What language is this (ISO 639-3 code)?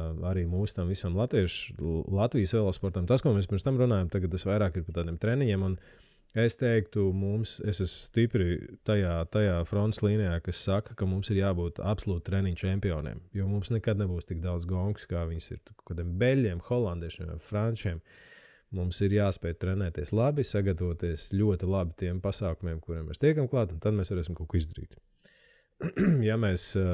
lav